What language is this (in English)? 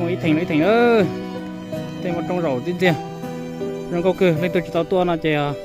Hmong